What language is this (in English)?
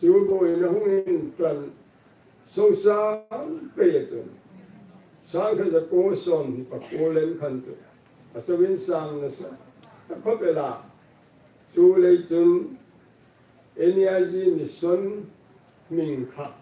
Hmar